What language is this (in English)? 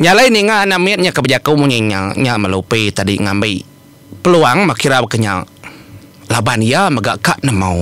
Iban